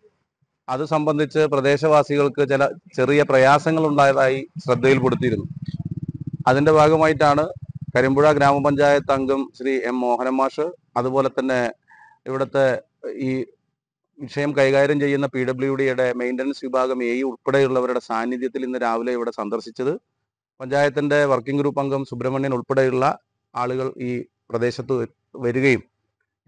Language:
Malayalam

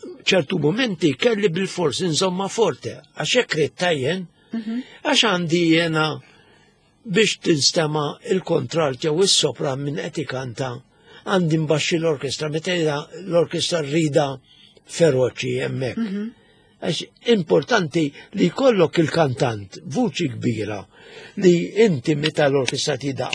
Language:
Maltese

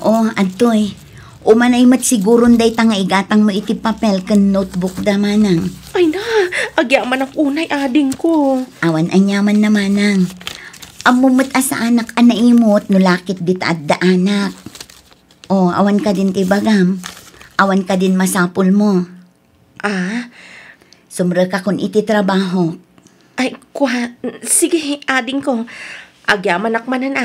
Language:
Iloko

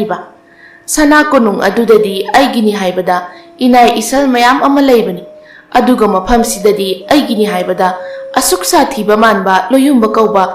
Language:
Manipuri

